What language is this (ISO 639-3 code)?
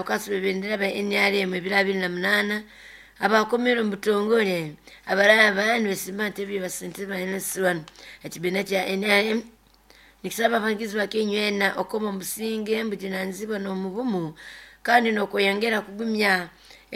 nyo